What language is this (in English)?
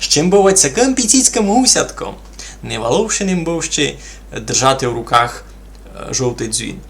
Rusyn